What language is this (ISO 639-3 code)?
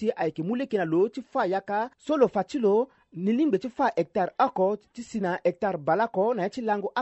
sag